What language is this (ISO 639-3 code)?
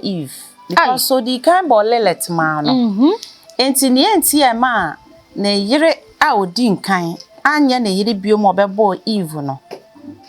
aka